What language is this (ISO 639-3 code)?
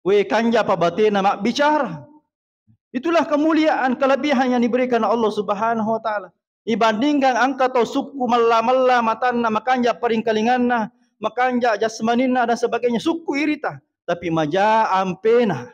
bug